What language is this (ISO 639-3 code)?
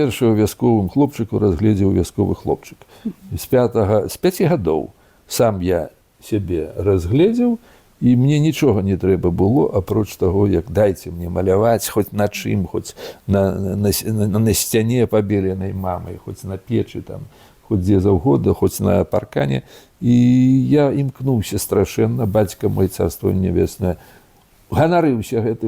bel